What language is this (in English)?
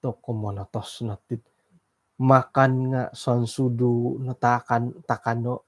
Central Dusun